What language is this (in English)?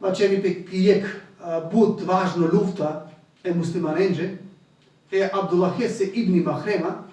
Balkan Romani